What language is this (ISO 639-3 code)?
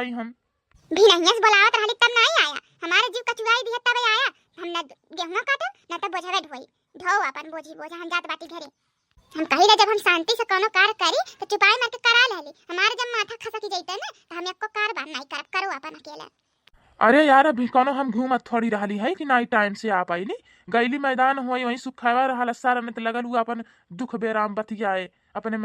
bho